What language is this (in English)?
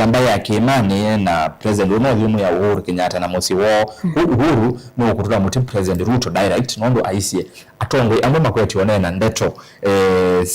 Kamba